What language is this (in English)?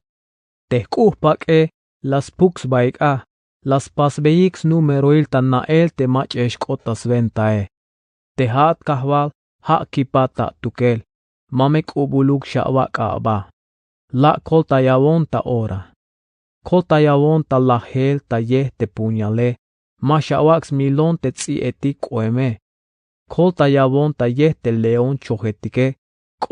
Tzeltal